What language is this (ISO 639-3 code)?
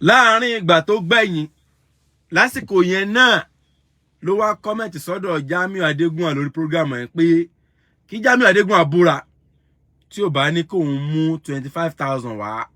yor